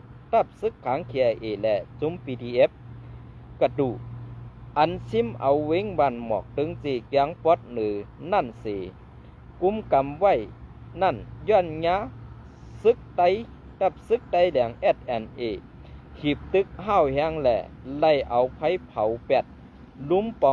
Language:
Shan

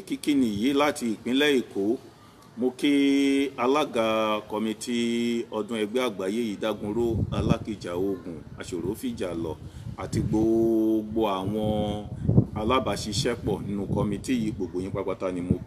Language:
Yoruba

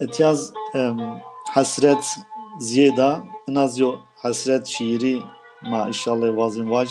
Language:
Zaza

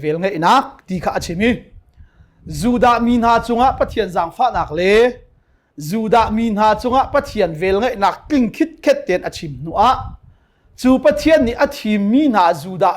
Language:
Hakha Chin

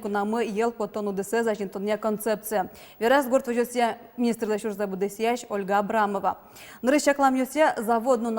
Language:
Udmurt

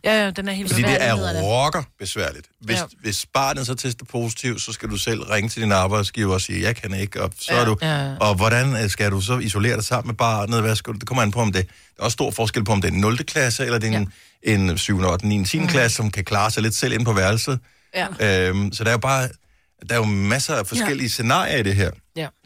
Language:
Danish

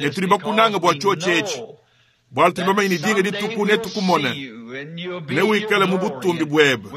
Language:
Luba-Lulua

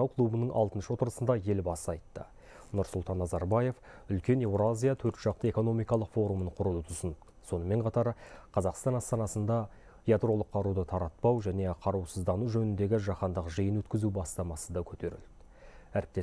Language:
Kazakh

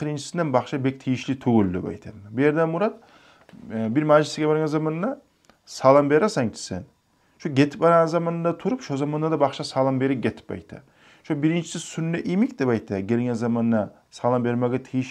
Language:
Kumyk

